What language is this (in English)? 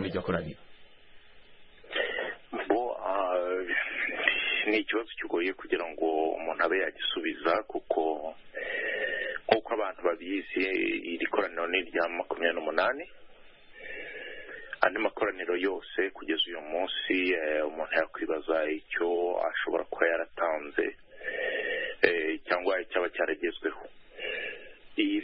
Kinyarwanda